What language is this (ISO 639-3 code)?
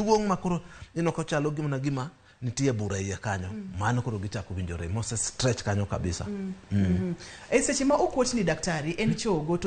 luo